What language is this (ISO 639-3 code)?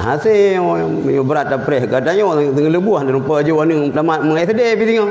ace